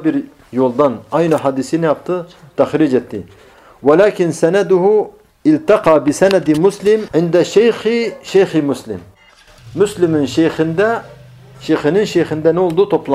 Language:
Turkish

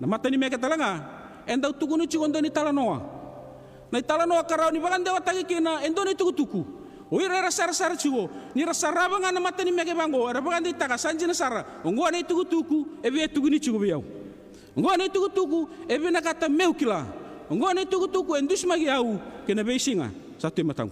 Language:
Fijian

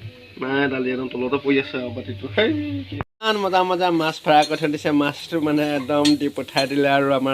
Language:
Assamese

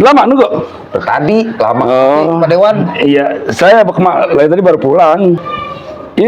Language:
Betawi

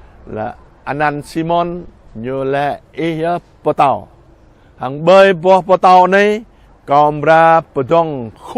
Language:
Jarai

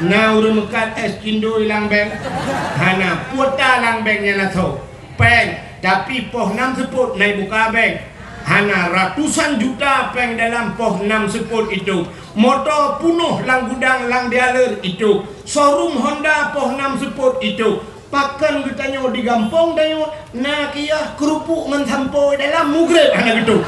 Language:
Achinese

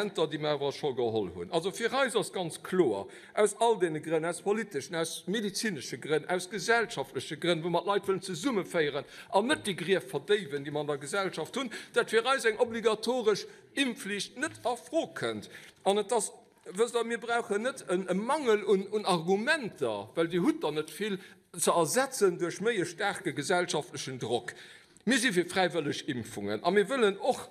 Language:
Luxembourgish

